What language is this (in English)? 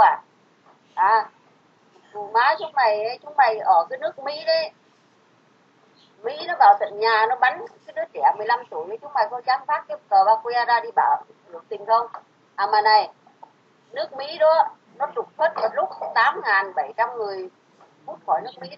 Vietnamese